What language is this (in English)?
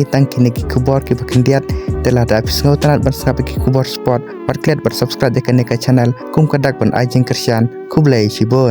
Khasi